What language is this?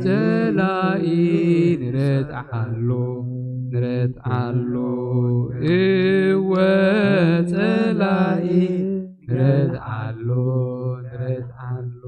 Tigrinya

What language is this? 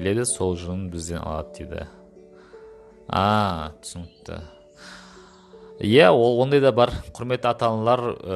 Kazakh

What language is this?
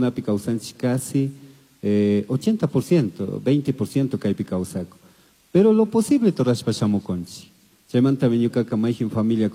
Chimborazo Highland Quichua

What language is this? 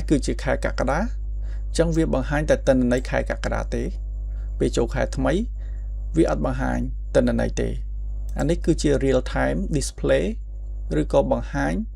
Khmer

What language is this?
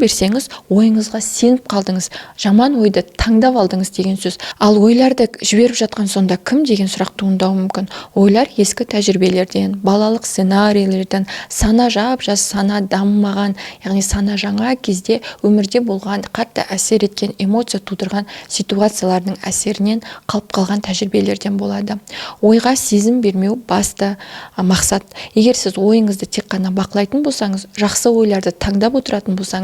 Kazakh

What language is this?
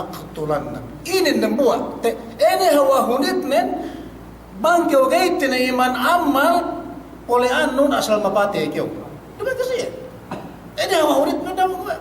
Yakan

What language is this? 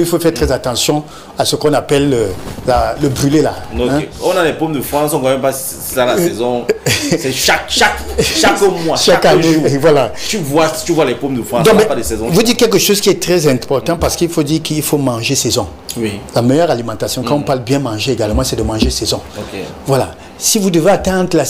French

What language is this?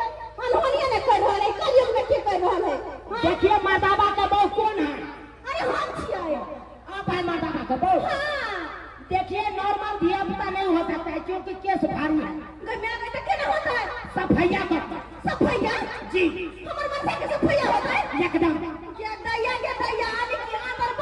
Maithili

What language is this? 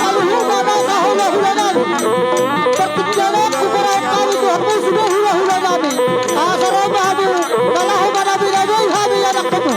Batak Toba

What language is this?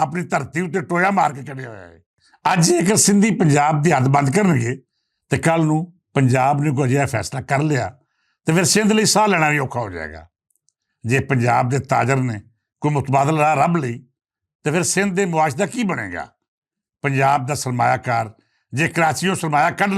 Western Panjabi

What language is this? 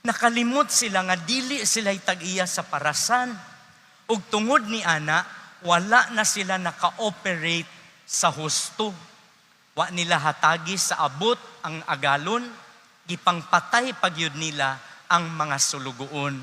Cebuano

